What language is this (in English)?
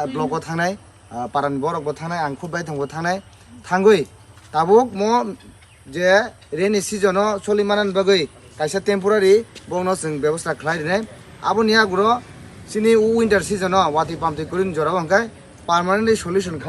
Kok Borok